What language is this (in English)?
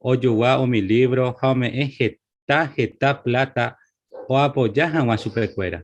Guarani